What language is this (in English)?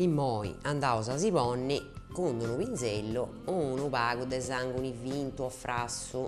Sardinian